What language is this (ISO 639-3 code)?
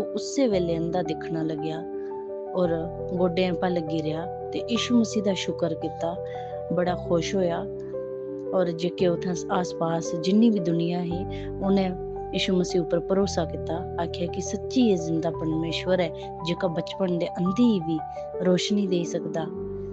doi